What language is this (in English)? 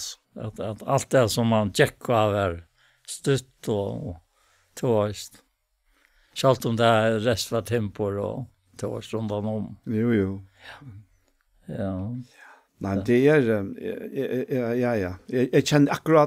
Faroese